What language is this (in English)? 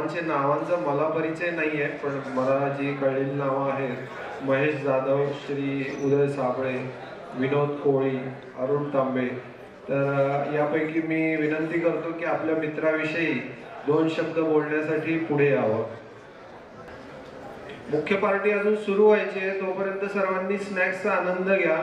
Marathi